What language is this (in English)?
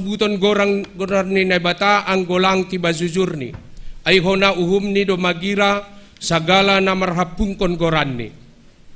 Batak Simalungun